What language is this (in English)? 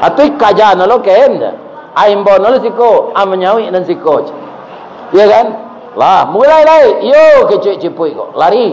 Minangkabau